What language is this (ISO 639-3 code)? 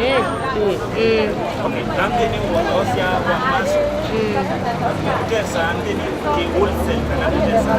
kam